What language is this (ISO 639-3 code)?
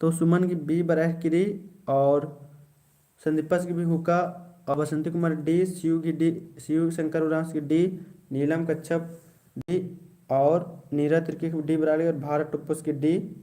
kru